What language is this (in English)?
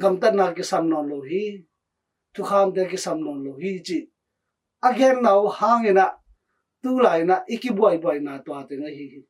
Tedim Chin